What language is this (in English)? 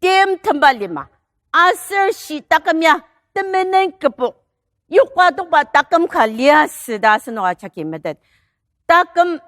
Ao Naga